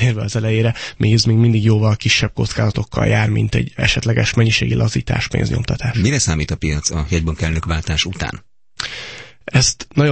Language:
Hungarian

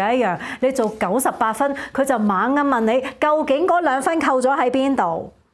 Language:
Cantonese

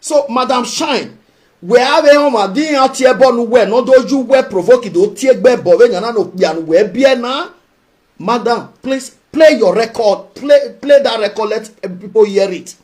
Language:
Nigerian Pidgin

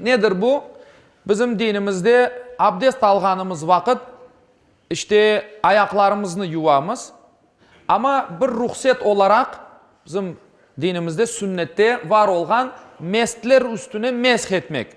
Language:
Crimean Tatar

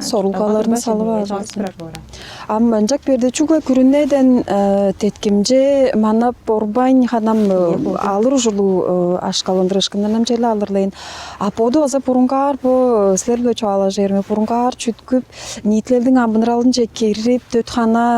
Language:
Tuvinian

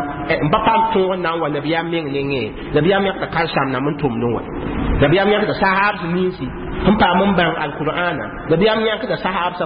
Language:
Mossi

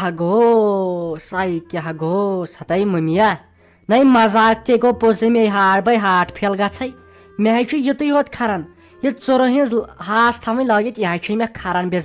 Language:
Kashmiri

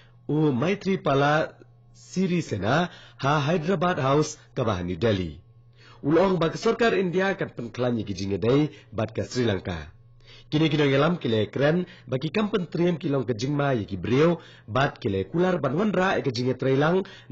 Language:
Khasi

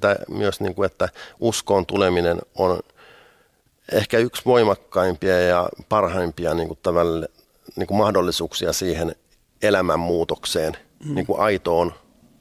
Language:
Finnish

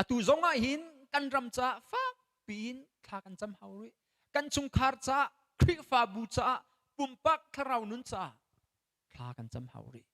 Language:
Hakha Chin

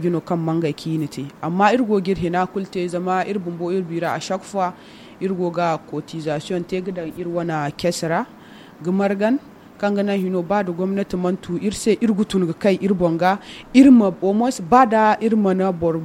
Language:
Zarma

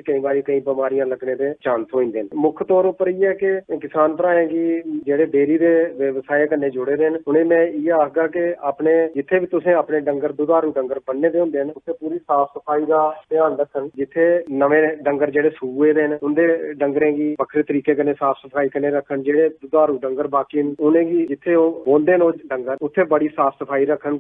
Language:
Dogri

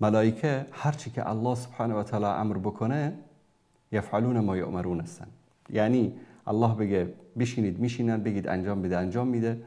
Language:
Persian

